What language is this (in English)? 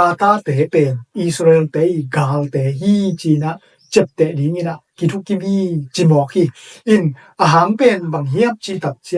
Tedim Chin